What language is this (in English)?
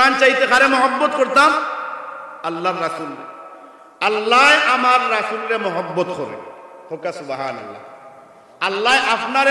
Sylheti